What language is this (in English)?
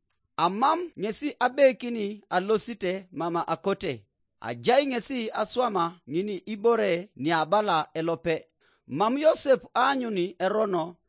Teso